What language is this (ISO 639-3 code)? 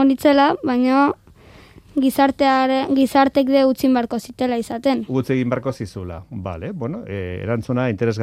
eus